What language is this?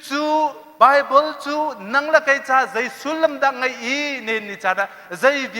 Hakha Chin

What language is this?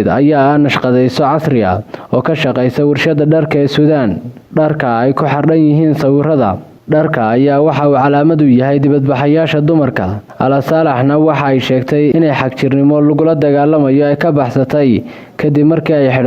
Somali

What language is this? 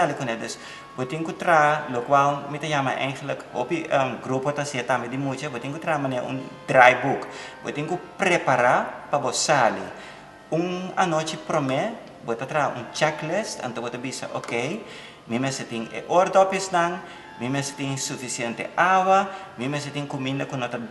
Papiamento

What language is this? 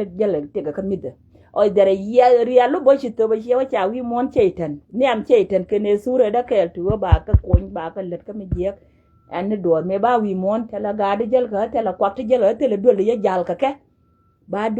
Nuer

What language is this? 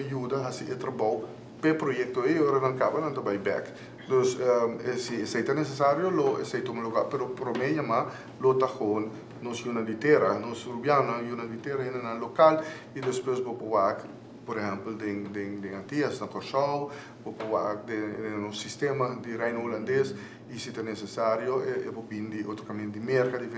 Papiamento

